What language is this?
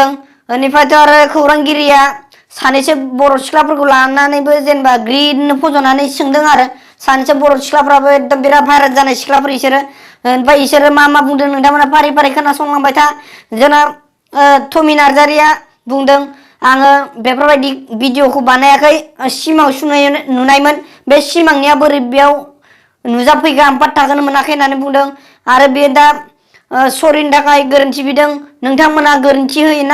Bodo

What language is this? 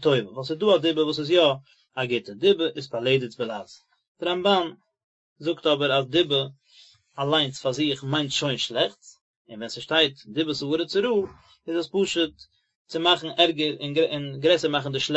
Yiddish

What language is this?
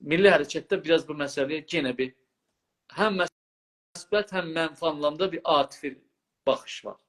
South Azerbaijani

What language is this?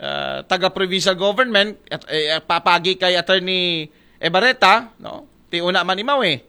Aklanon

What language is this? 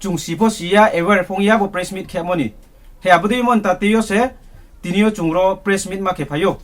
Riang (India)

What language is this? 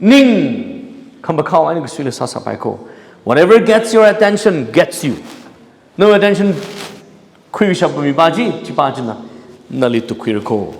Tangkhul Naga (India)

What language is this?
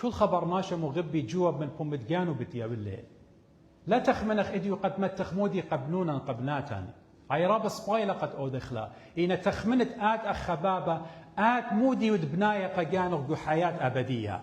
Assyrian Neo-Aramaic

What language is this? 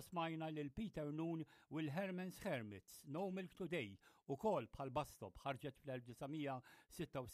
Maltese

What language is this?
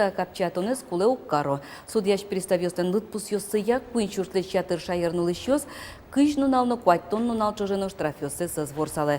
Udmurt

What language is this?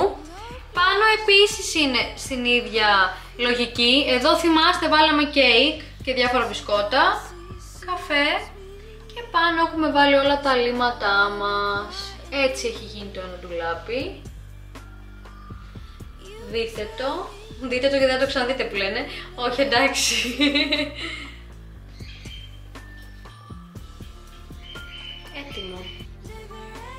Greek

